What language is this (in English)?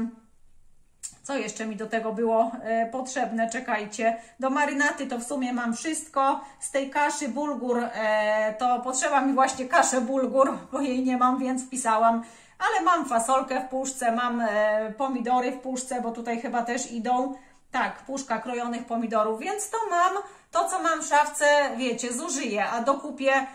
Polish